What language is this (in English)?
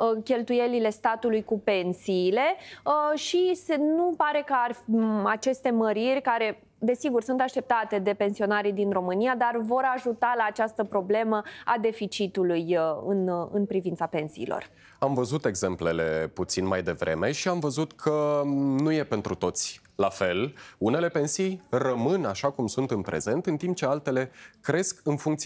Romanian